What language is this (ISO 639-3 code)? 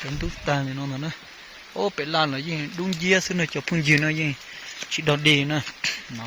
hmn